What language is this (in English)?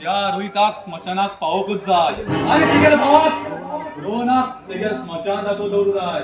Konkani